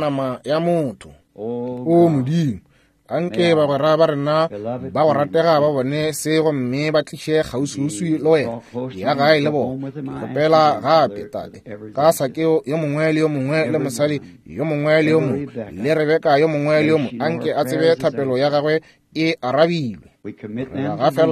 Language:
Northern Sotho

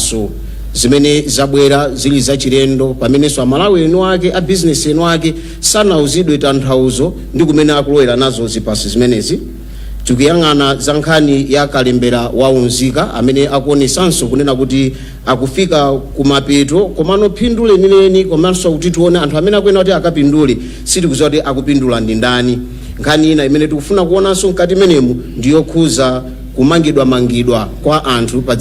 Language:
Nyanja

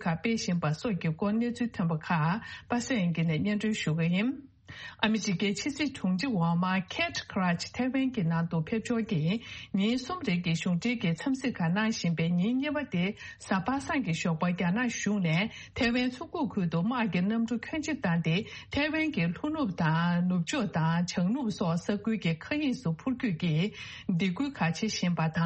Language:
Tibetan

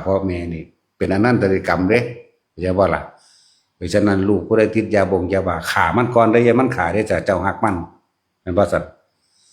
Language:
Northeastern Thai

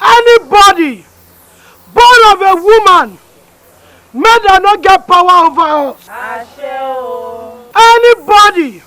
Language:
Nigerian Pidgin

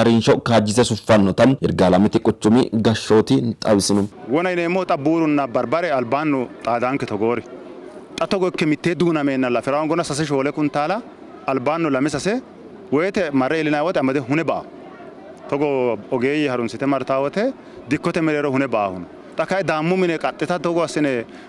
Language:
Sidamo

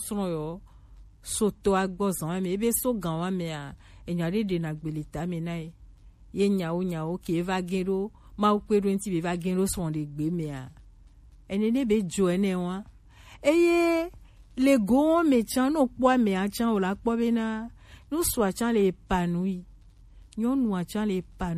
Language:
Gen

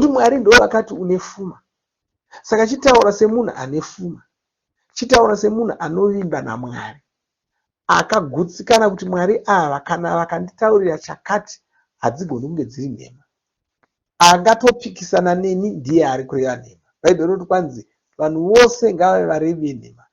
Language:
Shona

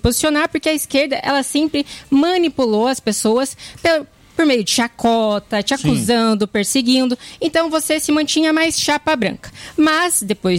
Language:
Portuguese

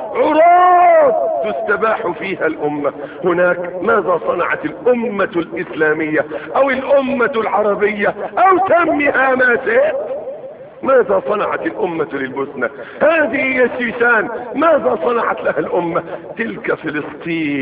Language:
Arabic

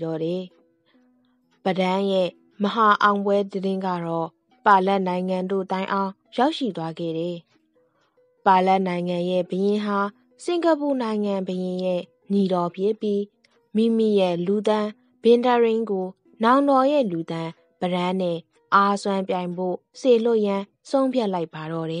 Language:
Burmese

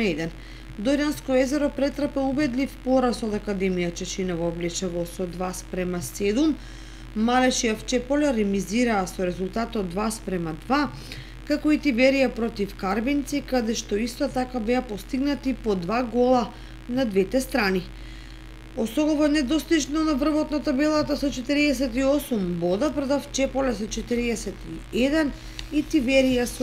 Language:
Macedonian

